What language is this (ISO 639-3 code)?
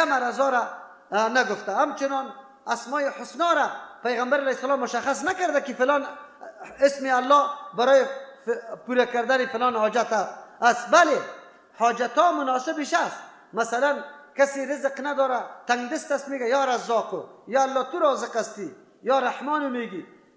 fas